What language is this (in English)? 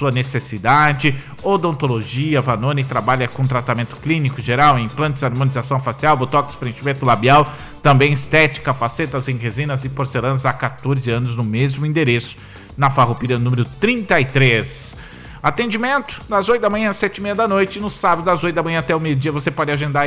Portuguese